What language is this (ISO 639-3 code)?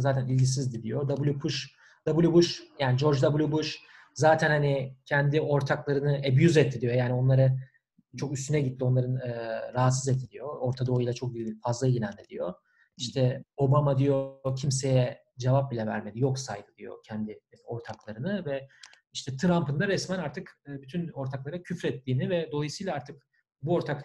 tur